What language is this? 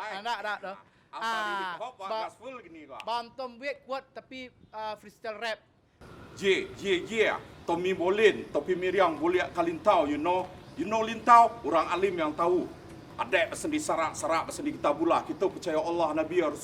Minangkabau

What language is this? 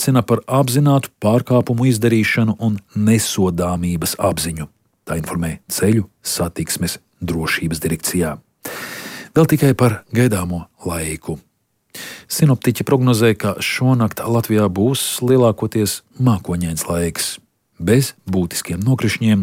Latvian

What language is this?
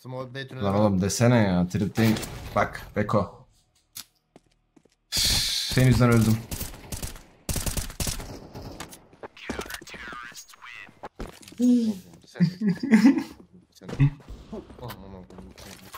Turkish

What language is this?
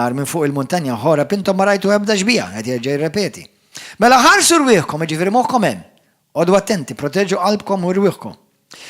Maltese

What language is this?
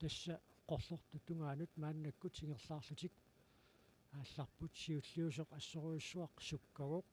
Kalaallisut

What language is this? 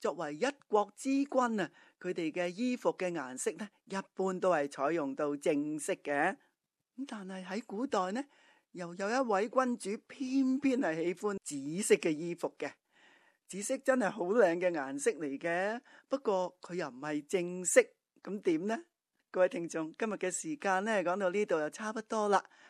Cantonese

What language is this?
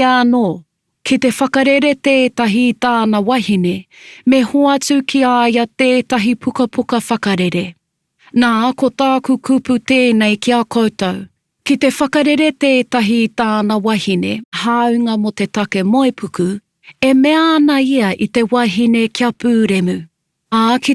Māori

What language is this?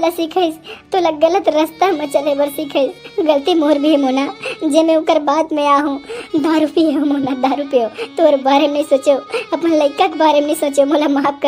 Chhattisgarhi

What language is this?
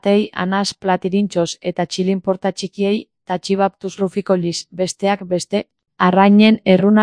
Basque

